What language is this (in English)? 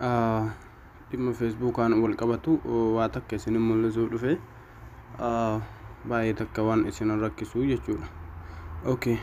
Oromo